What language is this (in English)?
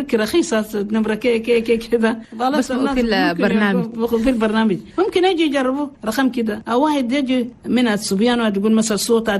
Chadian Arabic